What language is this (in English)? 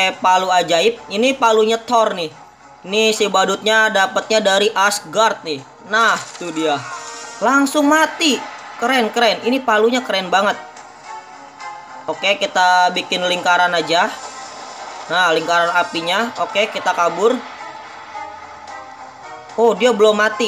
Indonesian